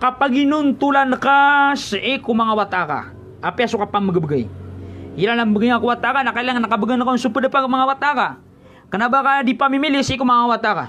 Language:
Maranao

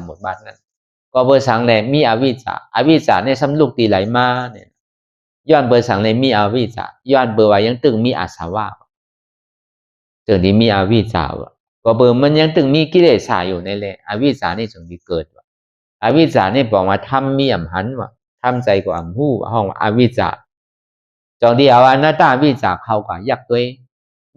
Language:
Shan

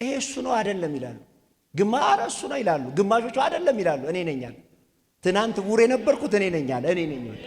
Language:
Amharic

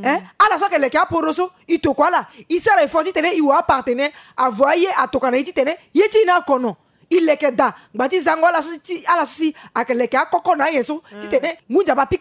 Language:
Sango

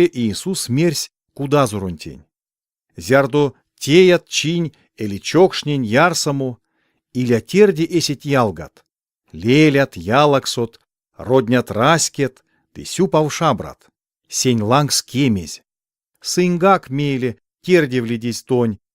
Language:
Erzya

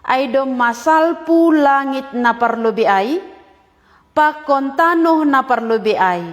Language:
Batak Simalungun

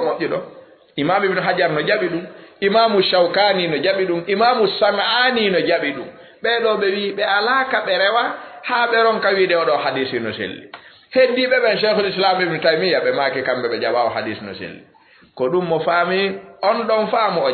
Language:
Fula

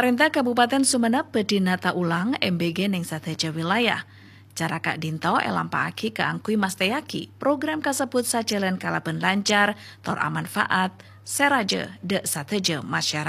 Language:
Madurese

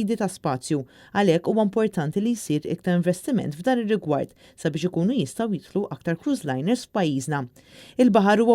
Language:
Maltese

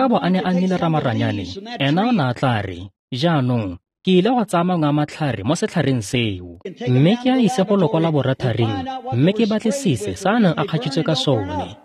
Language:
Tswana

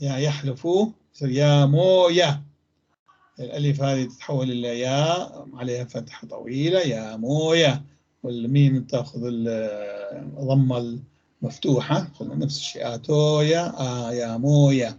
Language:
North Levantine Arabic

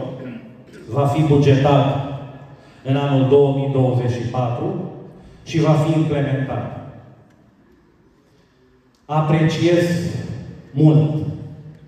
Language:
Romanian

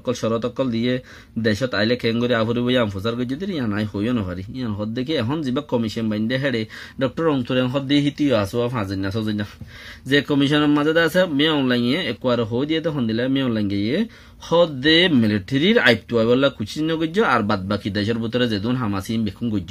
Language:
Rohingya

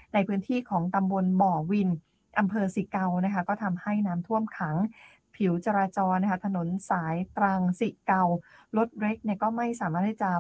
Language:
Thai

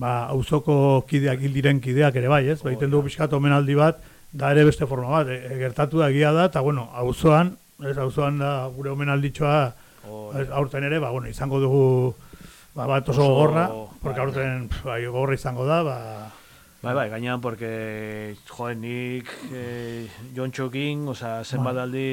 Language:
Basque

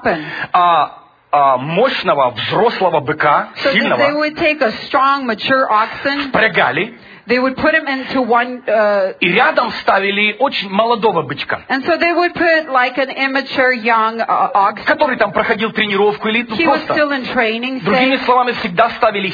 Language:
Russian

